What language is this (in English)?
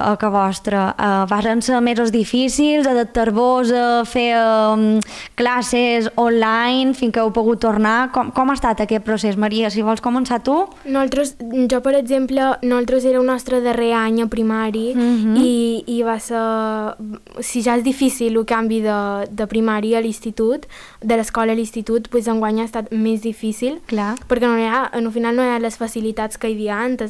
Catalan